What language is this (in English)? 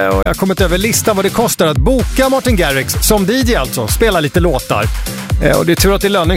Swedish